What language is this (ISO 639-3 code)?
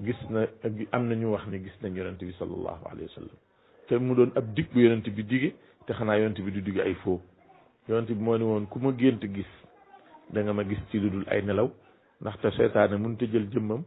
wol